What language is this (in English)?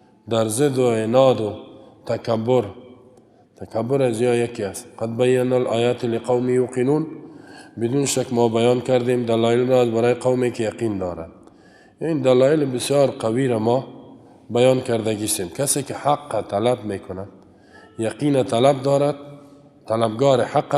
Persian